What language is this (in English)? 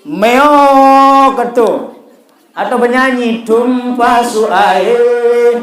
Sasak